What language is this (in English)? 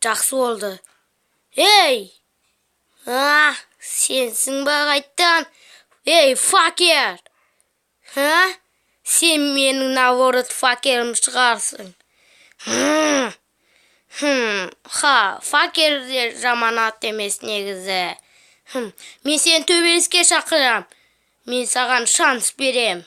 Kazakh